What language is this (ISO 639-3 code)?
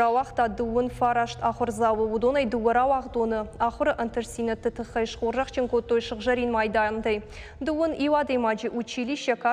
oss